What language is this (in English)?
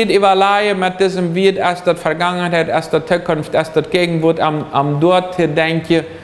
Plautdietsch